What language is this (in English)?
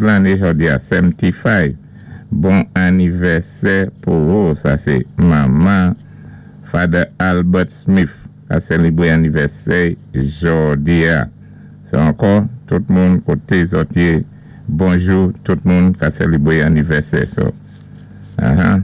Saint Lucian Creole French